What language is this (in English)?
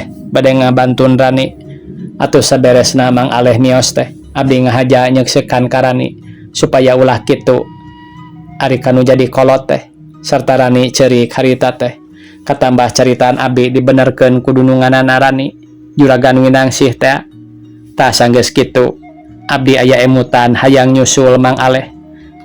Sundanese